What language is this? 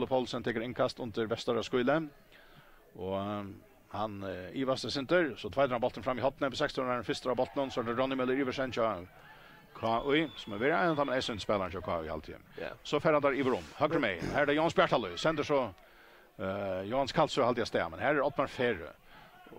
Faroese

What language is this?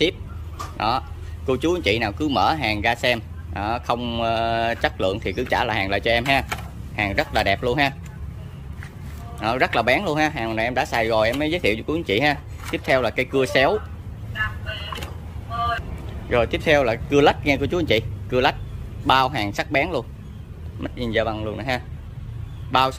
Vietnamese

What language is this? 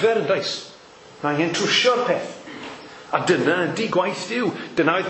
Welsh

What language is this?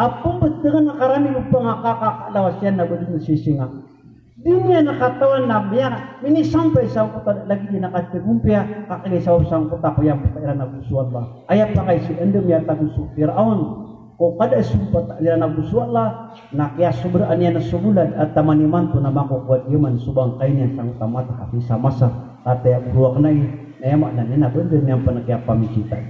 Maranao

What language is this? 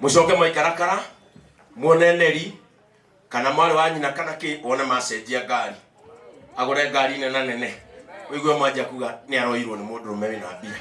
Kikuyu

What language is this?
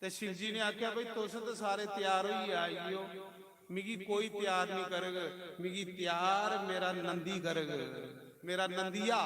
Dogri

